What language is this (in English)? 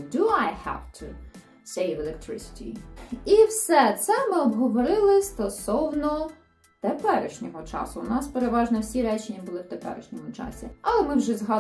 Ukrainian